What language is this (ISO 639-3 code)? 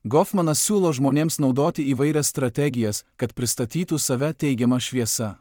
lit